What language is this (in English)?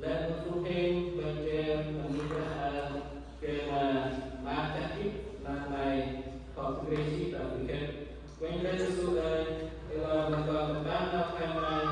Central Mnong